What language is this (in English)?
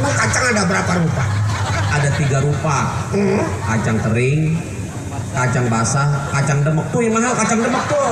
Betawi